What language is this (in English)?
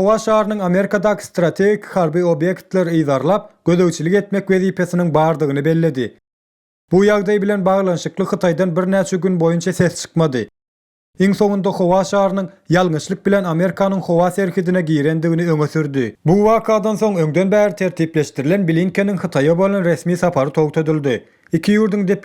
Turkmen